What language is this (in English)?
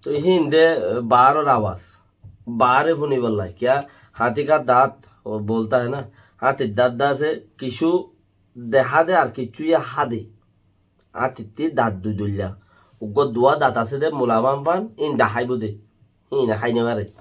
Rohingya